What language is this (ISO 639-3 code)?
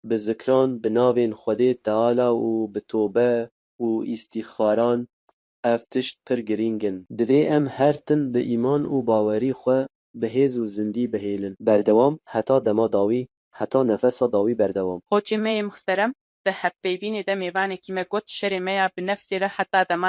kur